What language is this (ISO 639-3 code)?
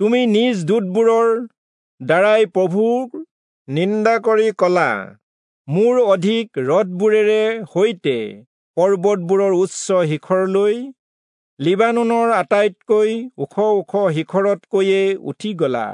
asm